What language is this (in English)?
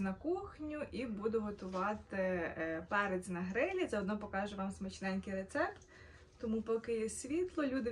Ukrainian